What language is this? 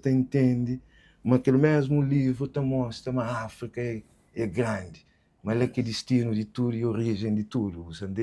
Kabuverdianu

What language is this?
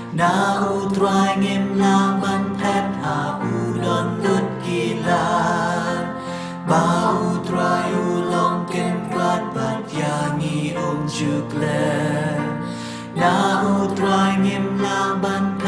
Khasi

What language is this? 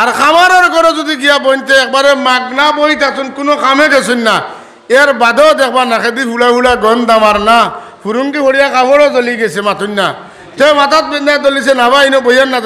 Sylheti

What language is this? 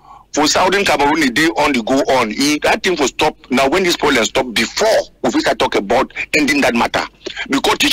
Cameroon Pidgin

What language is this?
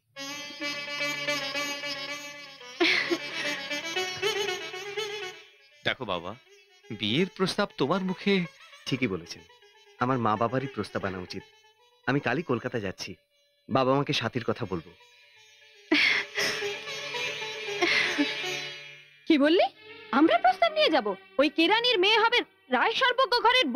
Bangla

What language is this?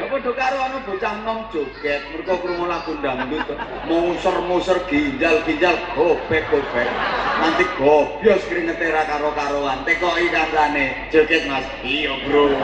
Javanese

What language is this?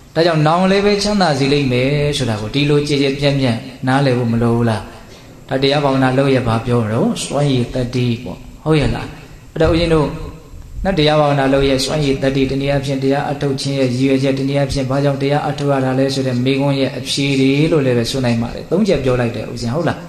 Burmese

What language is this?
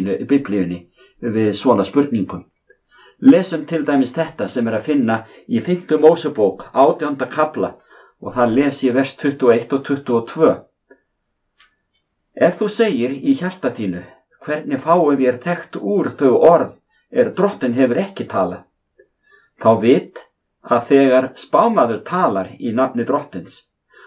Icelandic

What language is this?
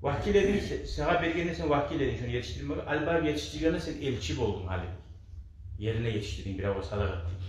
Kumyk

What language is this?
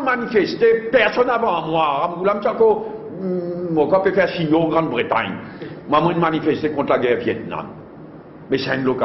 Morisyen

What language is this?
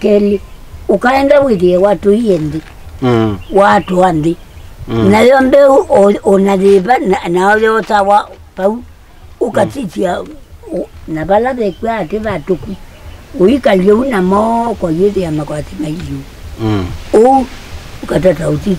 Kamba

